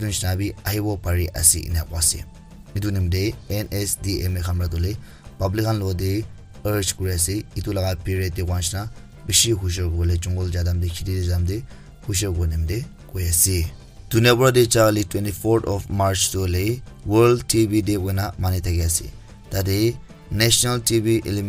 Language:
Naga Pidgin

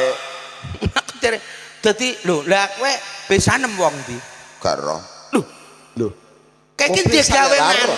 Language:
Javanese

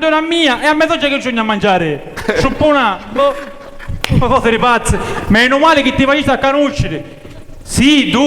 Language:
Sicilian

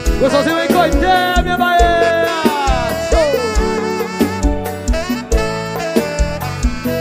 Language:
Portuguese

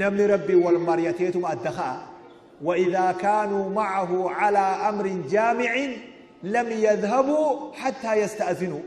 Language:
Oromo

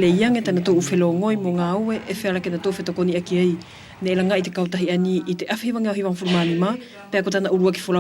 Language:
Wallisian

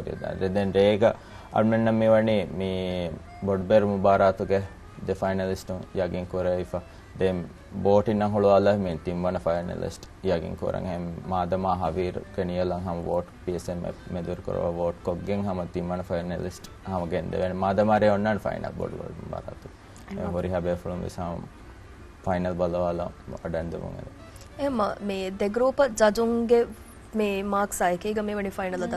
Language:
Divehi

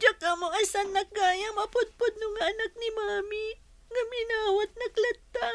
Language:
Iloko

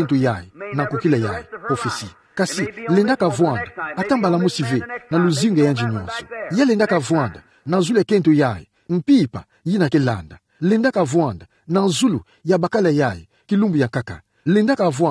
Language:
Kituba (Democratic Republic of Congo)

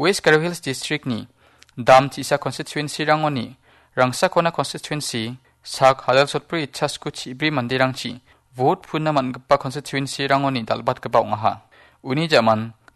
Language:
Garo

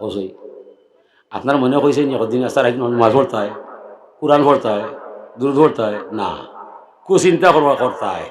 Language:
Sylheti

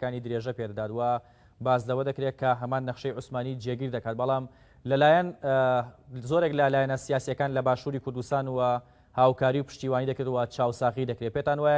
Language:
Central Kurdish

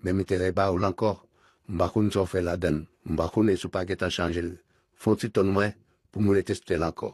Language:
Haitian Creole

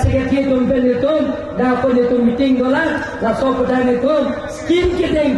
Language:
Karbi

